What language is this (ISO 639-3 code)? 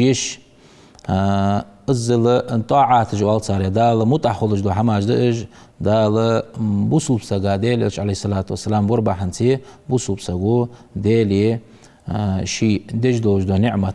inh